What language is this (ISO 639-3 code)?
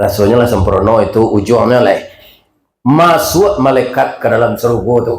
min